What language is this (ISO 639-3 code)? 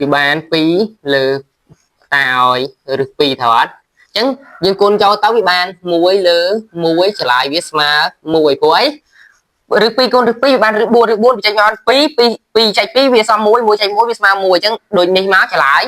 khm